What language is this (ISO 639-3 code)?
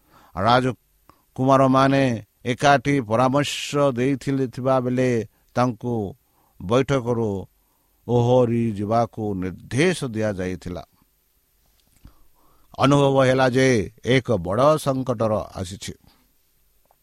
ori